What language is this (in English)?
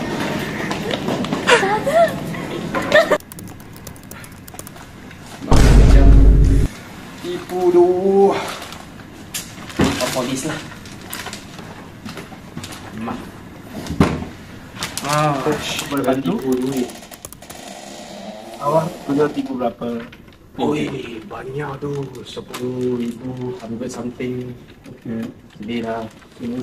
Malay